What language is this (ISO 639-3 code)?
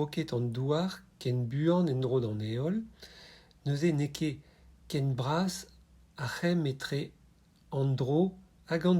bre